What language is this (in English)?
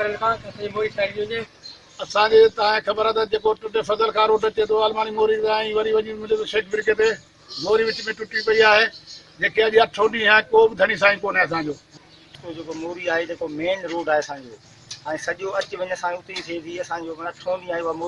Sindhi